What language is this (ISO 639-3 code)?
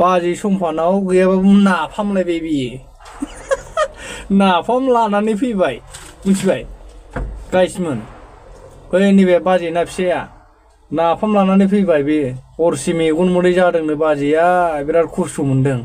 brx